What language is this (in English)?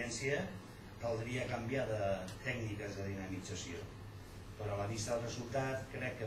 Catalan